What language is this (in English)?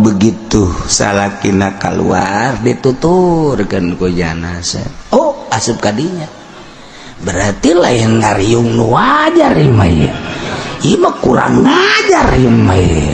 Sundanese